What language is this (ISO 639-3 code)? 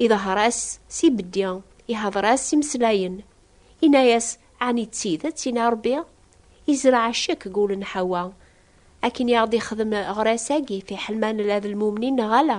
kab